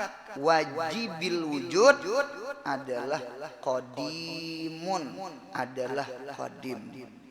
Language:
Banjar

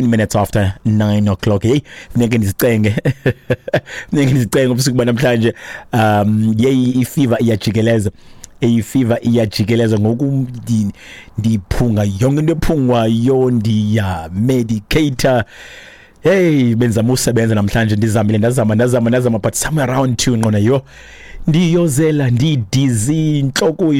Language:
Xhosa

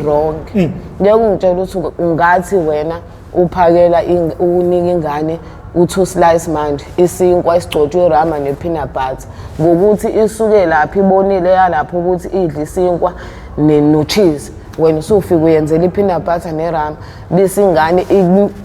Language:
Zulu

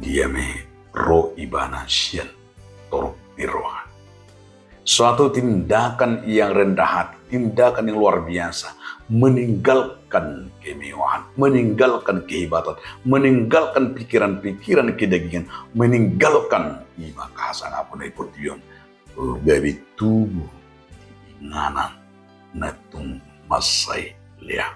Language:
Batak Toba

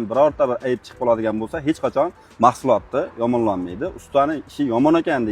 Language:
Uzbek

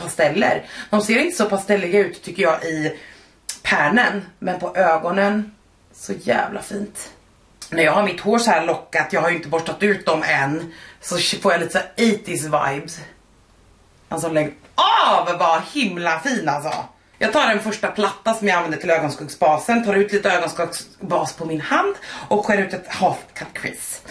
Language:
Swedish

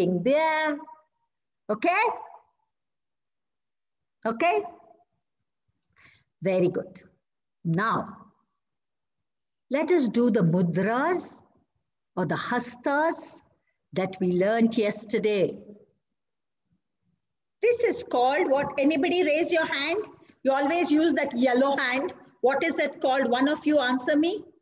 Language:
English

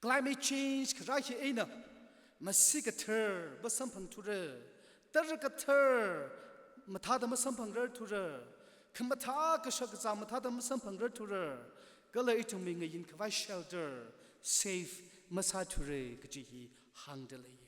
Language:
Tangkhul Naga (India)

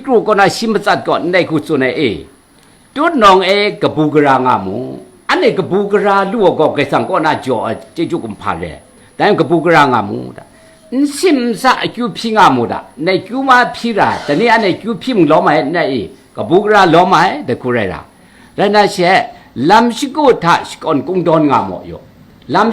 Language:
Kachin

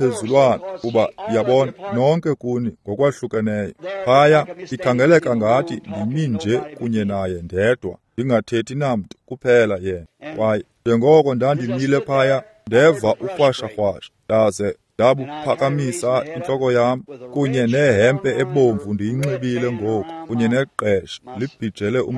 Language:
Xhosa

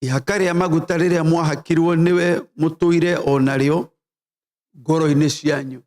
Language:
Kikuyu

